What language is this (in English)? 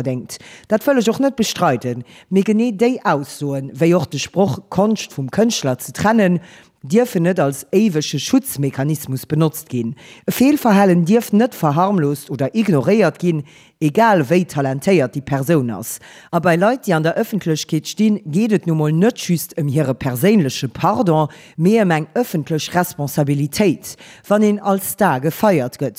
Luxembourgish